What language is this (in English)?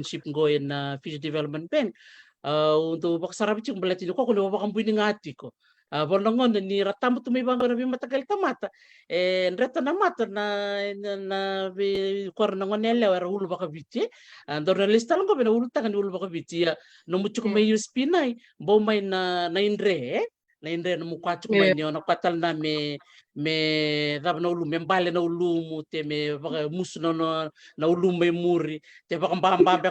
Fijian